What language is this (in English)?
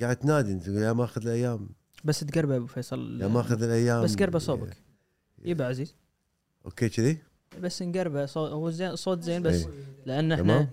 Gulf Arabic